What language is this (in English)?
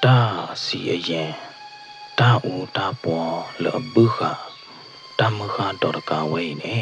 S'gaw Karen